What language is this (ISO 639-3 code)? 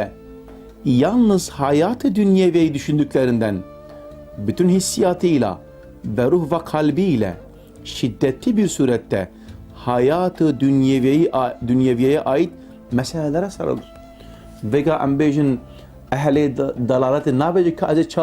kur